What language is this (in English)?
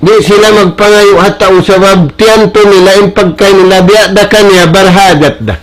Tausug